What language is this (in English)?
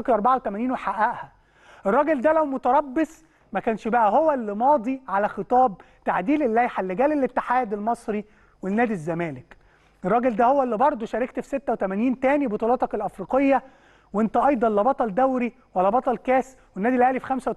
Egyptian Arabic